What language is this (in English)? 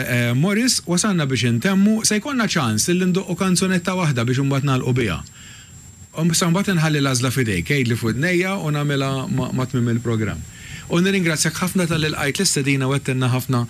Maltese